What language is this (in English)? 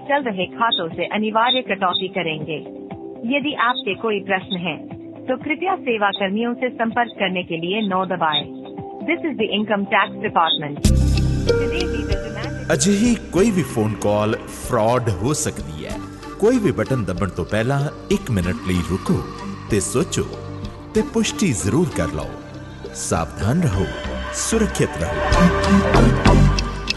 Punjabi